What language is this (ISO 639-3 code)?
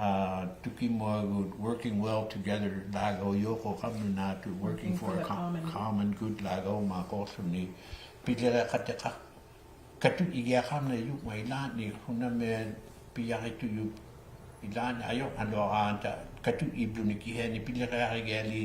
iku